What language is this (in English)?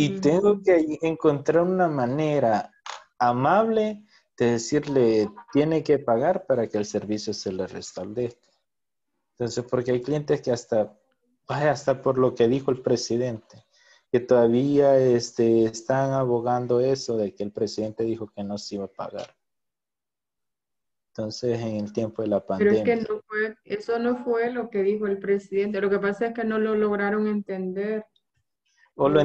Spanish